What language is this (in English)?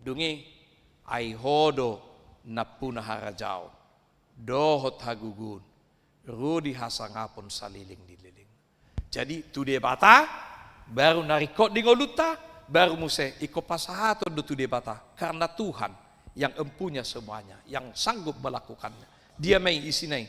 Batak Toba